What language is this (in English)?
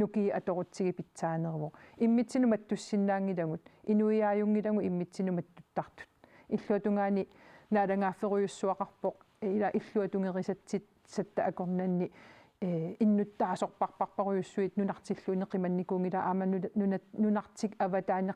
Kalaallisut